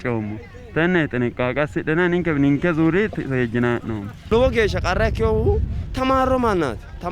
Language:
Sidamo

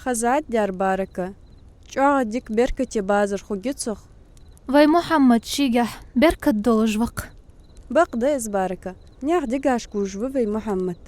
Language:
Ingush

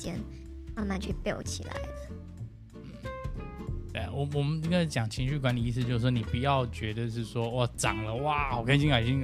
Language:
Chinese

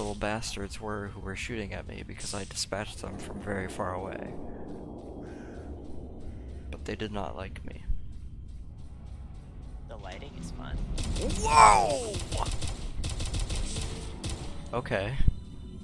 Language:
English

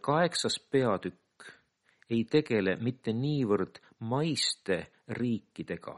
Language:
Estonian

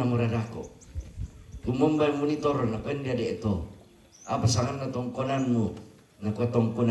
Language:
Toraja-Sa'dan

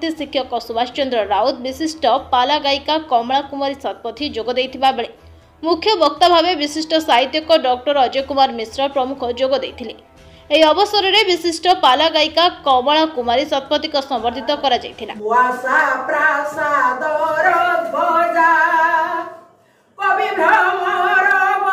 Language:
Odia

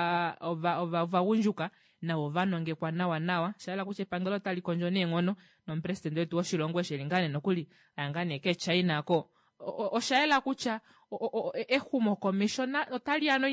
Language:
Kuanyama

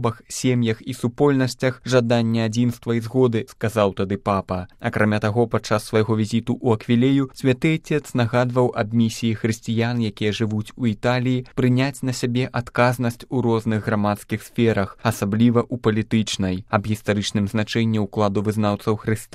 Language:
Belarusian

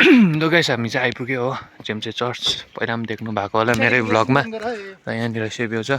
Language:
Nepali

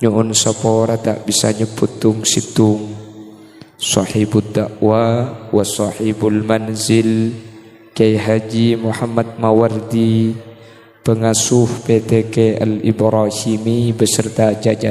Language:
Madurese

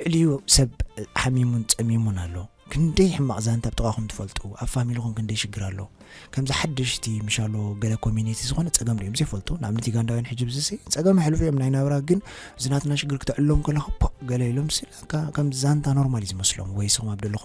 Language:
Tigrinya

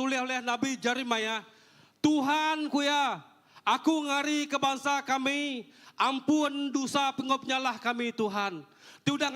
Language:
Iban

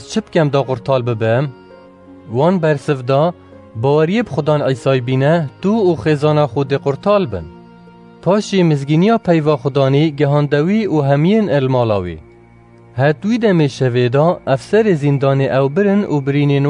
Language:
Kurdish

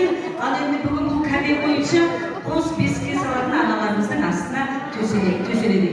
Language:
Kazakh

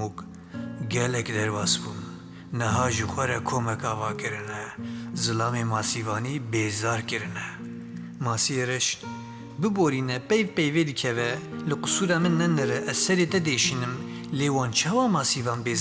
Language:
Kurdish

